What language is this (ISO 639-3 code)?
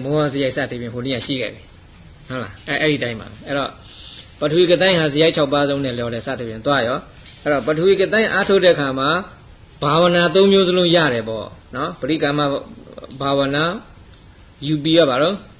mya